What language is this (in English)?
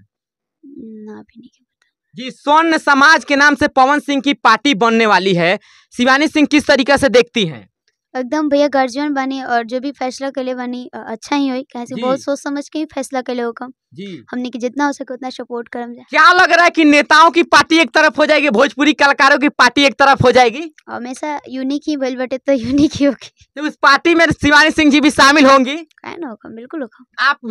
Bhojpuri